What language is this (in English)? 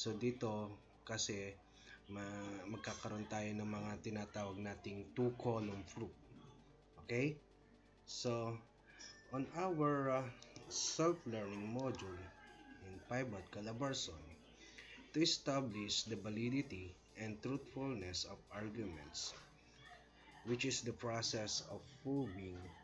Filipino